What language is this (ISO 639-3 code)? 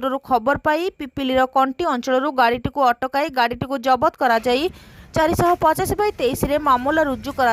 ori